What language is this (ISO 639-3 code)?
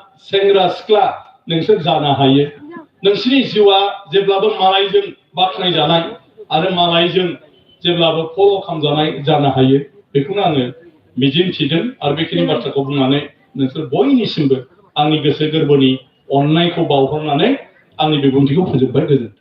brx